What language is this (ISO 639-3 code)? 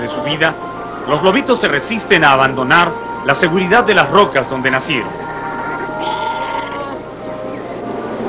spa